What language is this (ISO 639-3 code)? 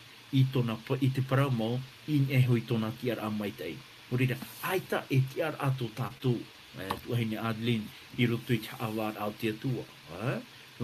tah